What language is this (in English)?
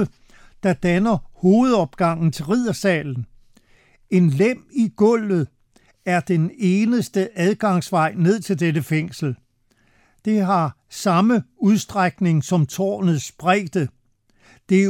Danish